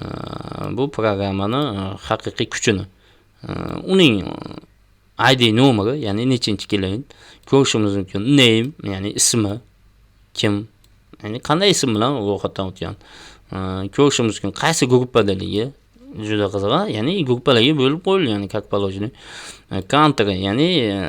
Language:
Uzbek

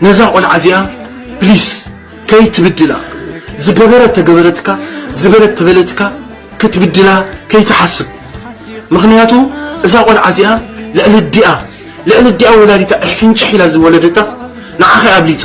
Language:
Tigrinya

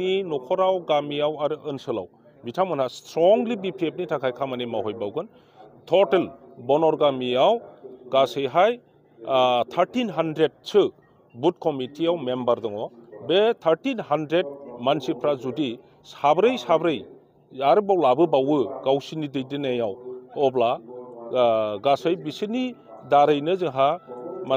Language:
Bodo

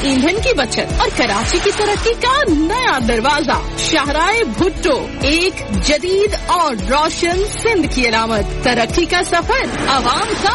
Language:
Urdu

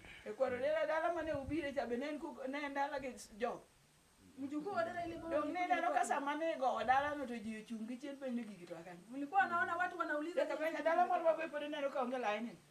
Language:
Luo (Kenya and Tanzania)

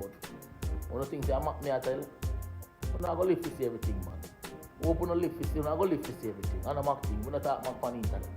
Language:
Jamaican Creole English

